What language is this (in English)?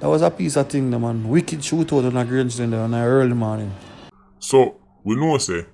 Jamaican Creole English